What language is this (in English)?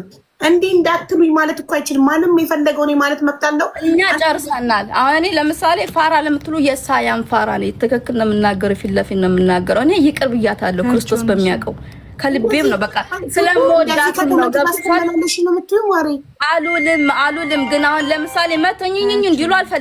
Amharic